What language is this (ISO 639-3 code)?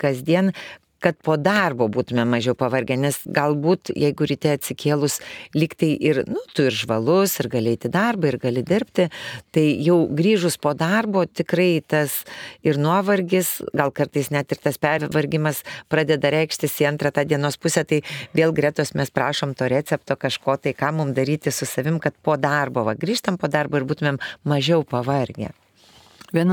lit